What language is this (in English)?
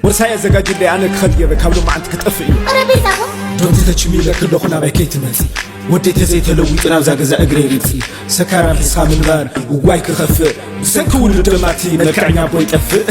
Tigrinya